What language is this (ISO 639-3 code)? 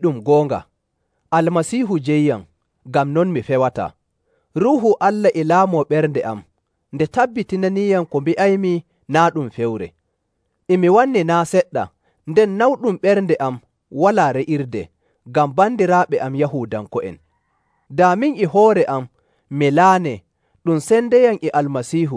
fuv